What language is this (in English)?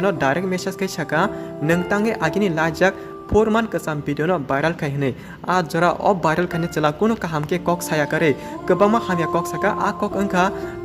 Kok Borok